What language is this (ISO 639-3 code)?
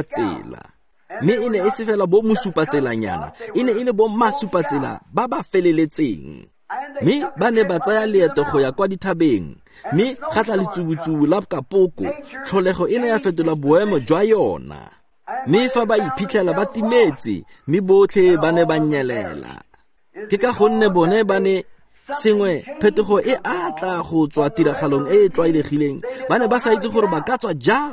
tsn